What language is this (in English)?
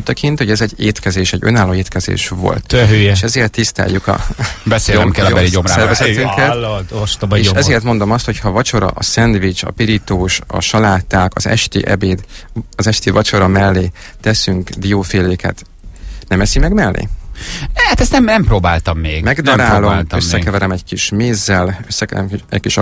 Hungarian